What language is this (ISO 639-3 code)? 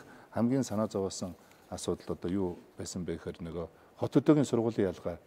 mon